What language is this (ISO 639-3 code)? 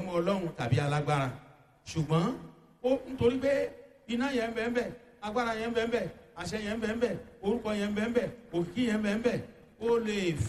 yor